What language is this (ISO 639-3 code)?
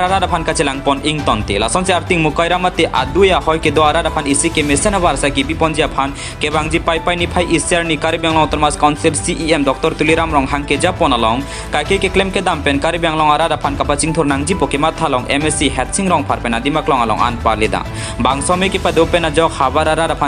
mjw